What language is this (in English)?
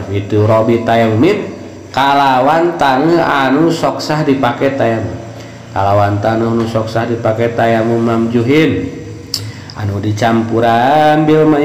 Sundanese